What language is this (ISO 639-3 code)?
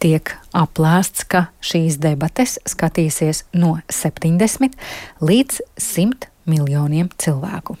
lav